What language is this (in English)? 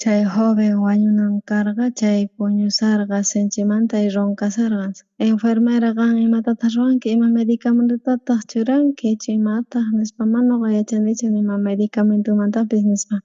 South Bolivian Quechua